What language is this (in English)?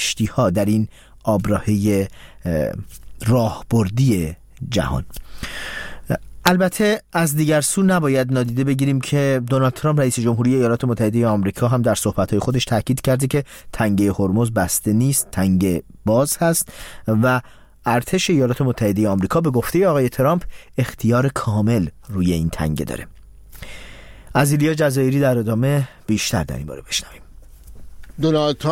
Persian